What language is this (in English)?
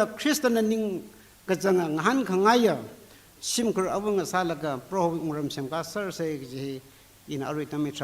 Tangkhul Naga (India)